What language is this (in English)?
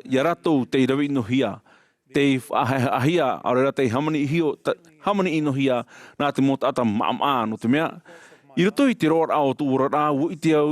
Tahitian